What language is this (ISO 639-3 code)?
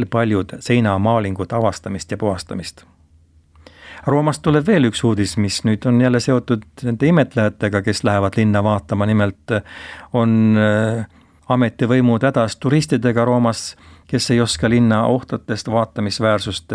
est